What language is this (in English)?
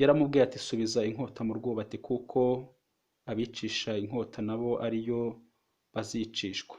Kinyarwanda